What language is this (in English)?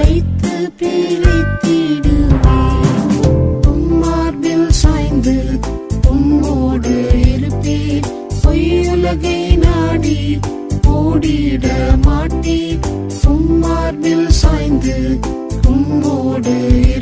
Tamil